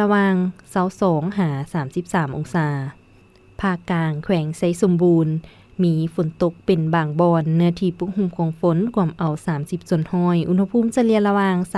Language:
Lao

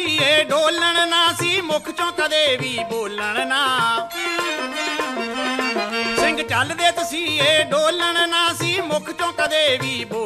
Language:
Punjabi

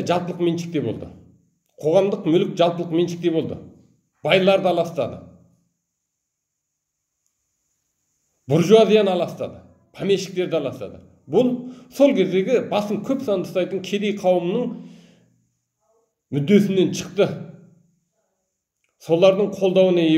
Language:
Kazakh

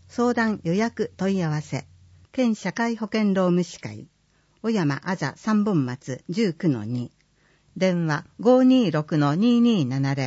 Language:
Japanese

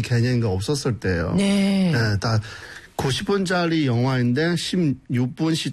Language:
Korean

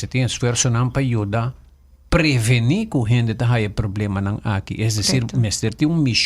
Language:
Papiamento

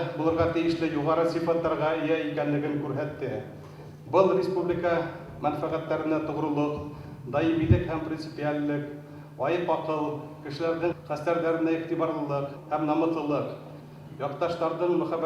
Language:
Bashkir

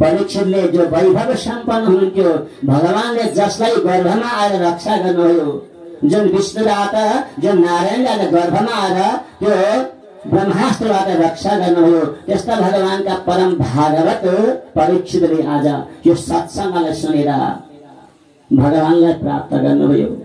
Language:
Nepali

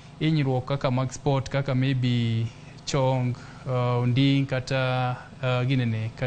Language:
Luo (Kenya and Tanzania)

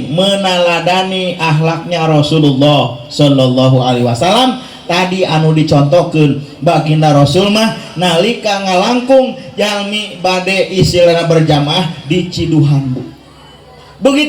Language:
Sundanese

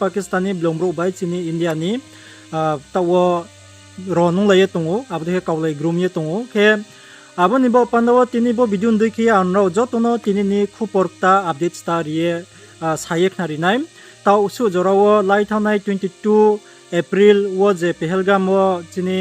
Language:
Riang (India)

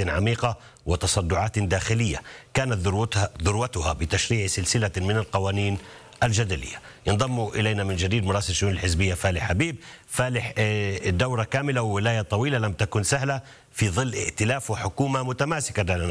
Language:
Arabic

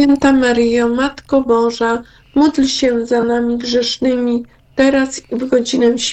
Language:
Polish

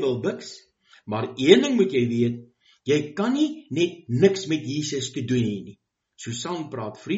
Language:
Afrikaans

